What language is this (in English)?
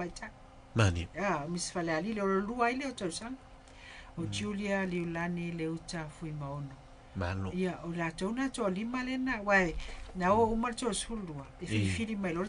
Samoan